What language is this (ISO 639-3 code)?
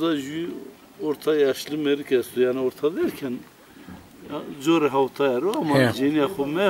zza